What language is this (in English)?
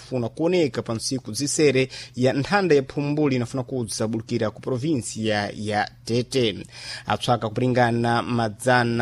Sena